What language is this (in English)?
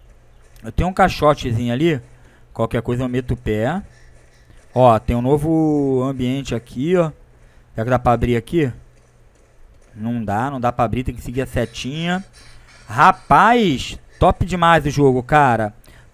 Portuguese